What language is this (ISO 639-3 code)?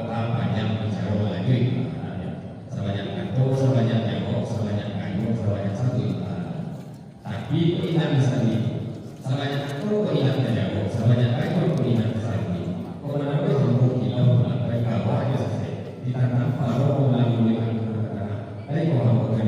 min